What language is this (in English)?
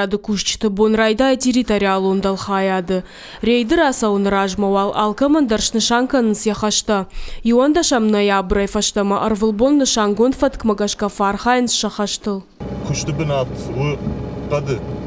Ossetic